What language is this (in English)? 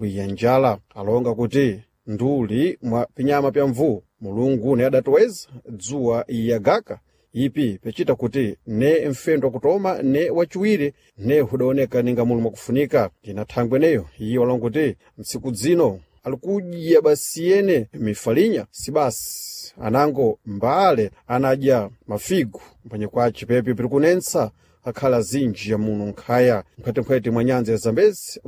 Sena